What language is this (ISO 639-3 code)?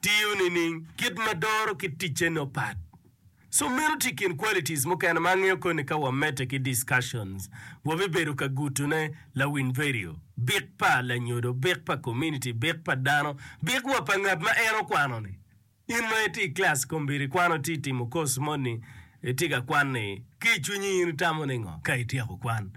ach